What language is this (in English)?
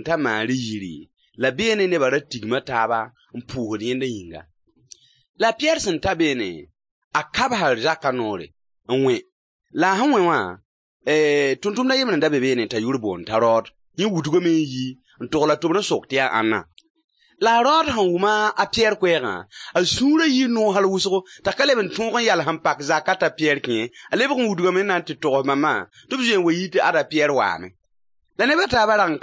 Mossi